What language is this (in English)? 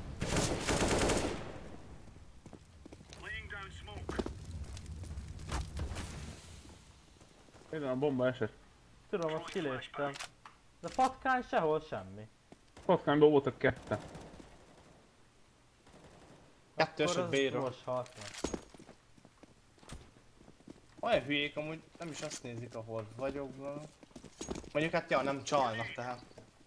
Hungarian